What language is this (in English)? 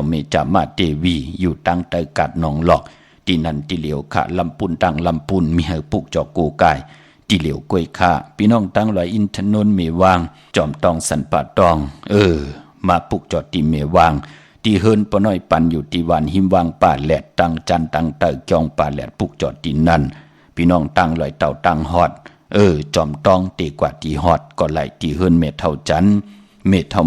Shan